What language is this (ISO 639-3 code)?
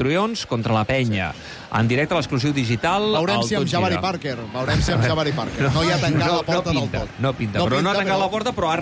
cat